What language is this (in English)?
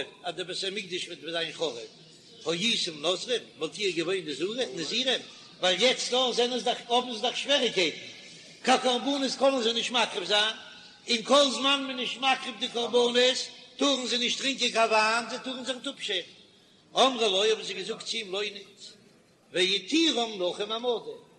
Yiddish